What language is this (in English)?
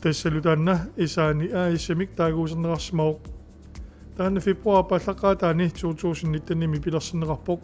Kalaallisut